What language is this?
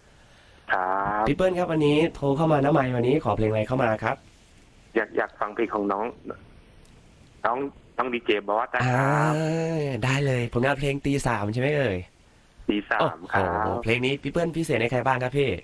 Thai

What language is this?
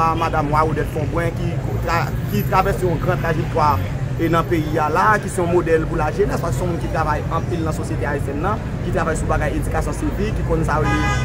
Haitian Creole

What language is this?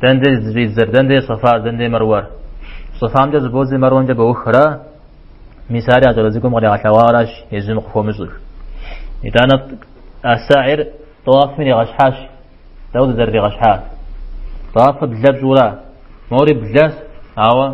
Kabardian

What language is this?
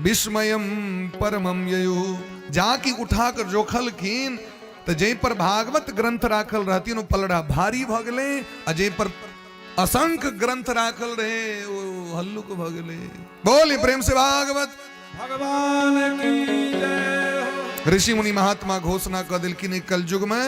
Maithili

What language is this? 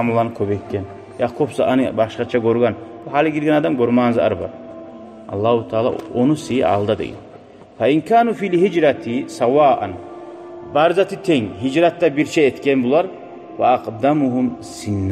Kumyk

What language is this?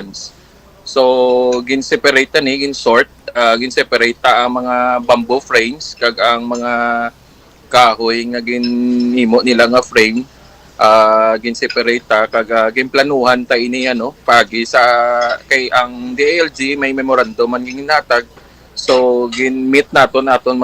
Hiligaynon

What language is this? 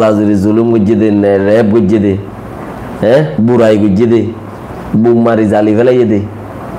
Rohingya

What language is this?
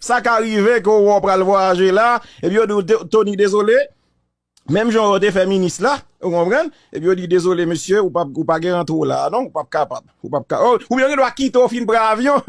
Haitian Creole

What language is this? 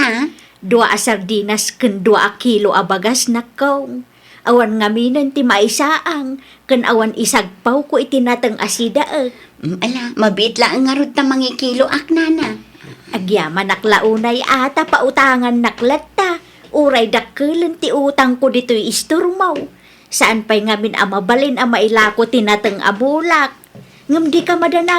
Iloko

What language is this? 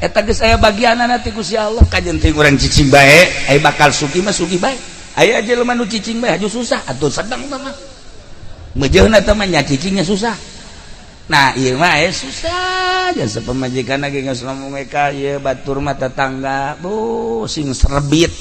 Sundanese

